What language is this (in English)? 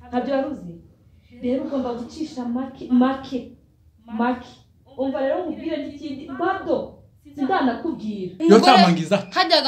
Kinyarwanda